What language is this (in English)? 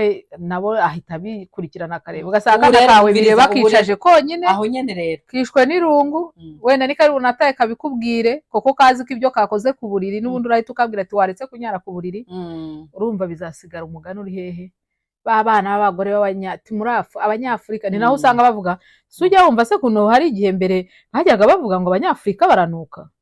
Kinyarwanda